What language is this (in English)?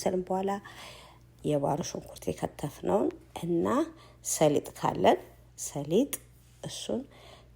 Amharic